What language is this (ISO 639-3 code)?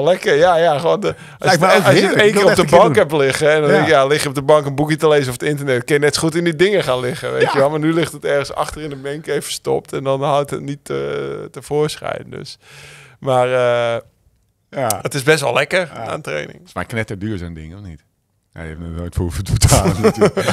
nld